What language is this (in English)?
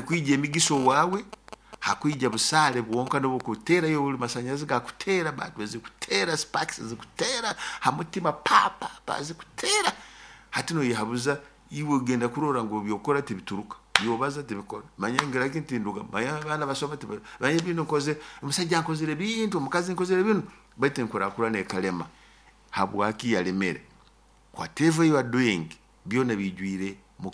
Nyoro